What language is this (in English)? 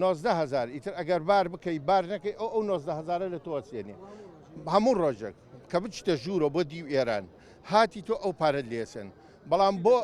Central Kurdish